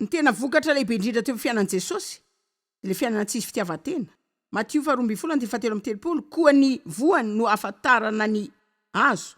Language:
Malagasy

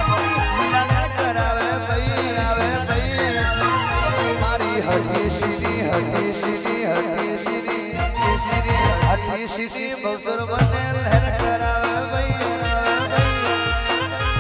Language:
Gujarati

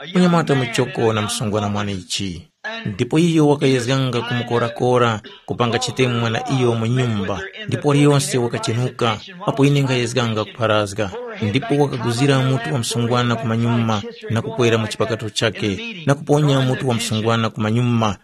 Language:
Tumbuka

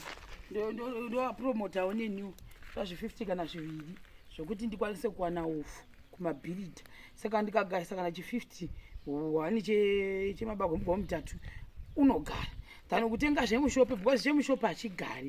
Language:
Shona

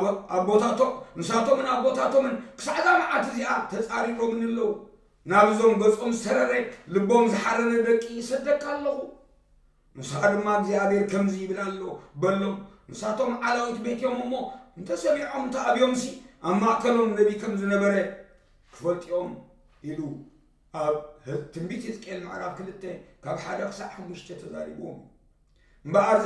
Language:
Tigrinya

